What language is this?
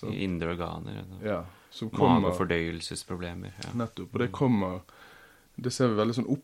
Norwegian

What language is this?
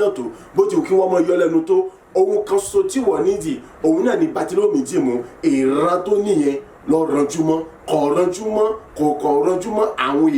Yoruba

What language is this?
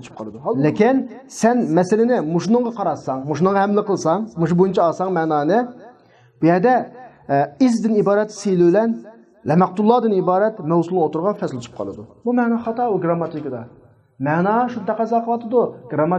Uyghur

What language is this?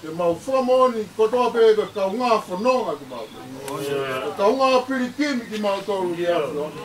Tongan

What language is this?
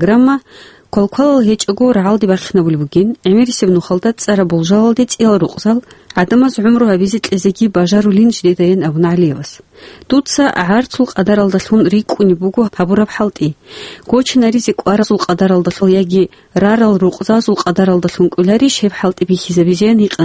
Avaric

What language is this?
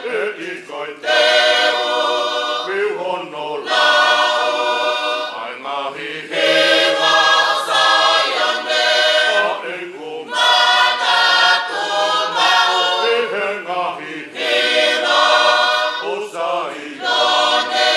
Tongan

